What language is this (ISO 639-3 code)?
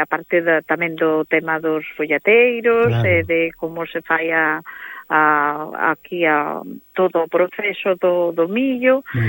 glg